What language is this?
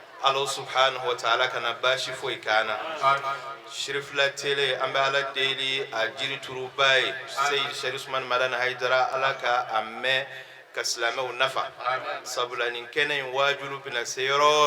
Bambara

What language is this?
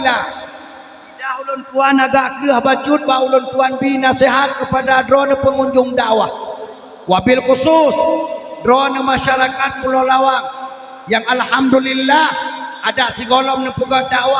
Achinese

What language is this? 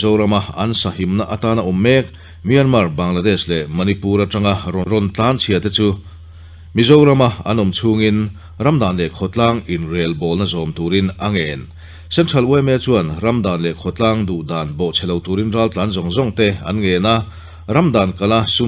Mizo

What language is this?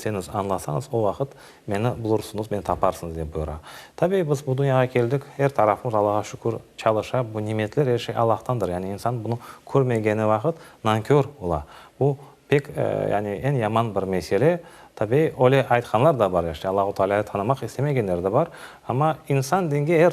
Crimean Tatar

